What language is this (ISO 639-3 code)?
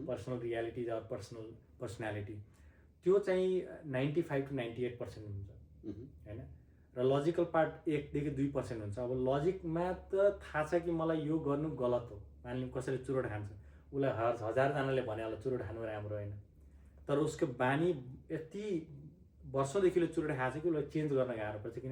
nep